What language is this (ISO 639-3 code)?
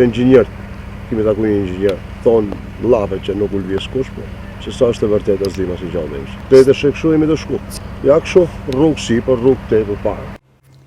sqi